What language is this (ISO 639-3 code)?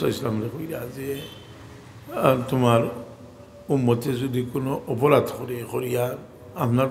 syl